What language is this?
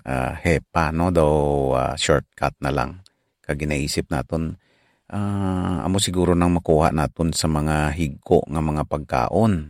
Hiligaynon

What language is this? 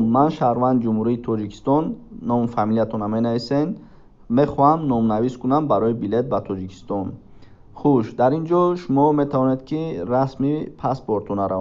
Tajik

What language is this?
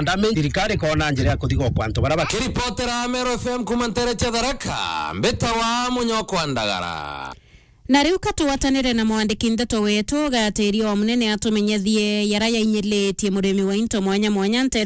Meru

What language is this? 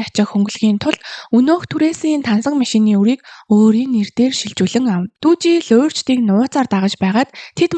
Mongolian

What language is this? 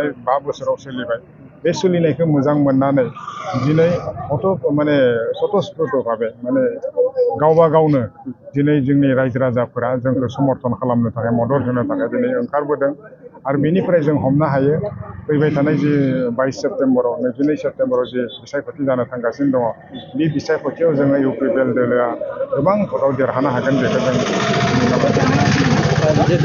Bodo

